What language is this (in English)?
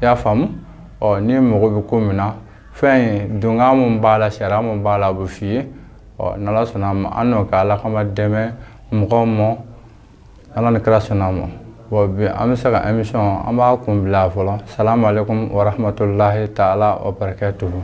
Bambara